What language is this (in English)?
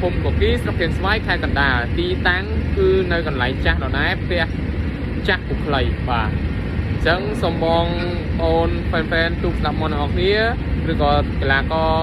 Khmer